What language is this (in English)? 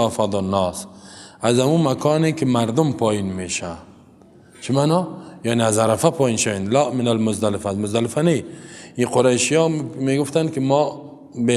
Persian